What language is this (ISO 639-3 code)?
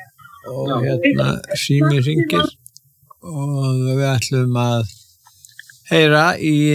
isl